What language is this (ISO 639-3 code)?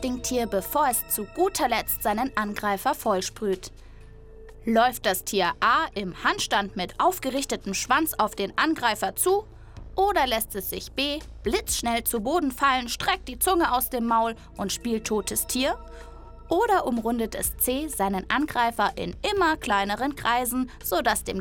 deu